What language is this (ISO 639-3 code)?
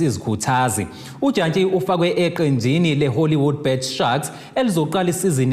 zul